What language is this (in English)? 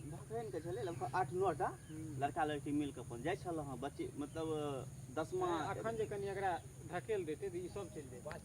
Maithili